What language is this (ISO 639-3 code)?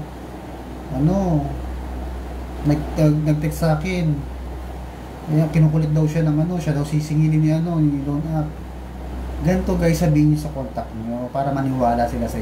fil